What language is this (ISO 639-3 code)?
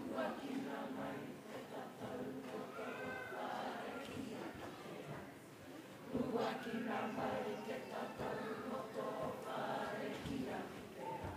mri